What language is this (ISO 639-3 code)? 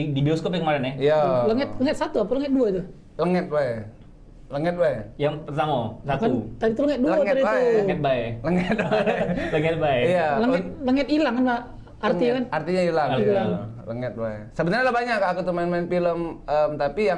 mui